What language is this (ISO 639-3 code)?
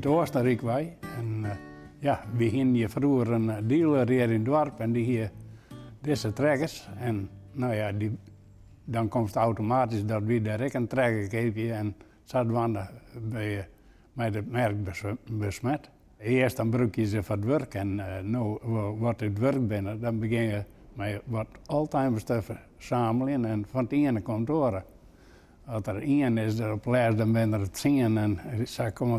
fry